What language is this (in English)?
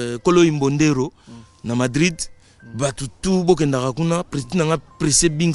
Lingala